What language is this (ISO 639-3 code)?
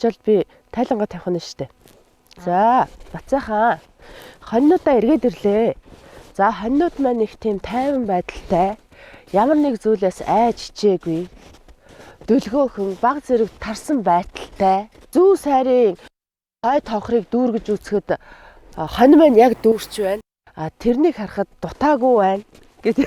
mon